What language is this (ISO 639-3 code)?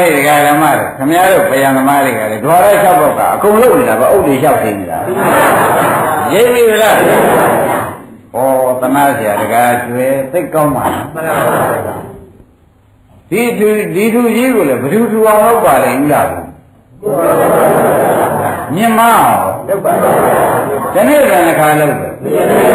mya